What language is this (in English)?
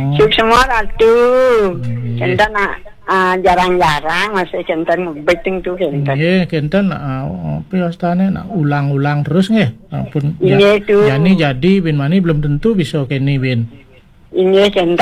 Balinese